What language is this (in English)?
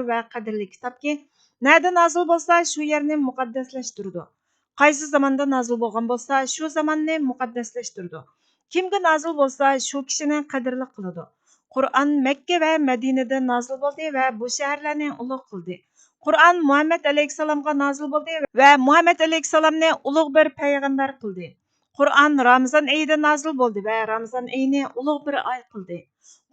Uyghur